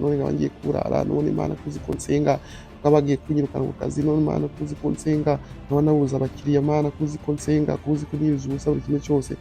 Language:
Kinyarwanda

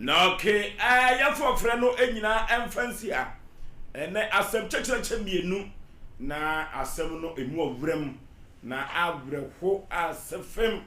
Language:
Akan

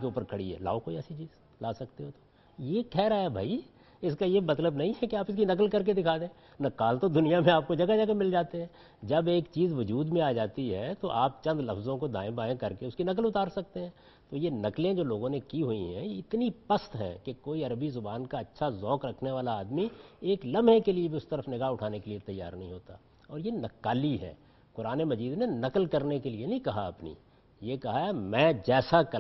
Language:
Urdu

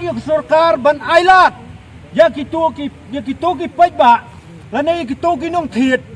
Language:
Khasi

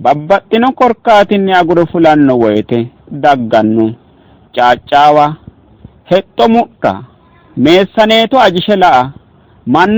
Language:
Sidamo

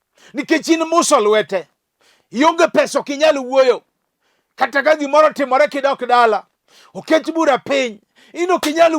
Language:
Luo (Kenya and Tanzania)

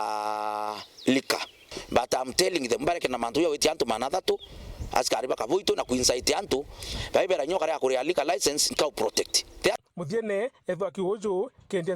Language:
Meru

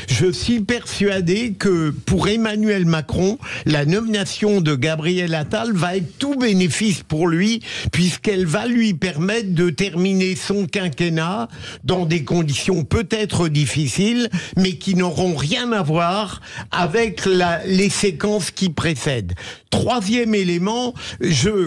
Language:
French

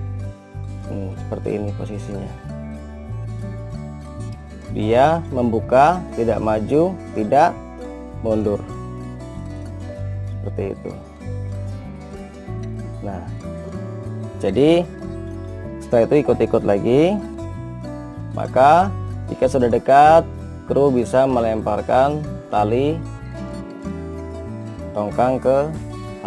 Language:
Indonesian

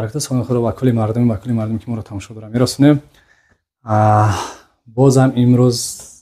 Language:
Tajik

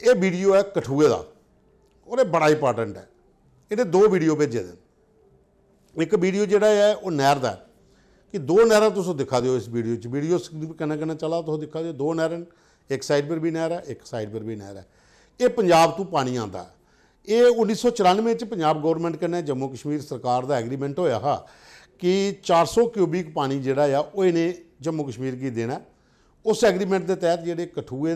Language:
Dogri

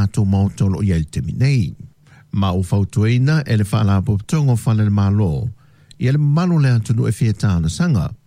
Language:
Samoan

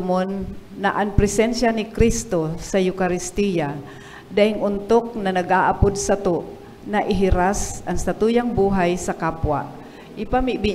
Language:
Bikol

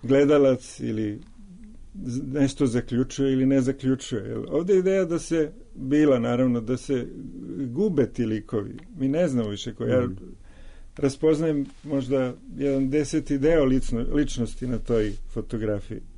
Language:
Serbian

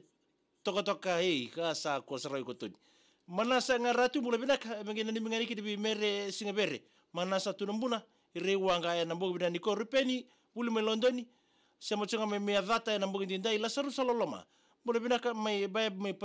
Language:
Fijian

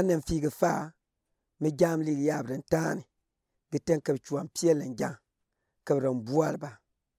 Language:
Gourmanchéma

